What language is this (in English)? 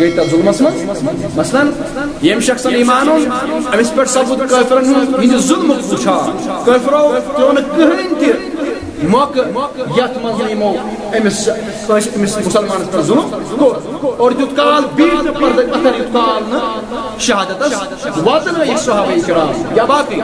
Kashmiri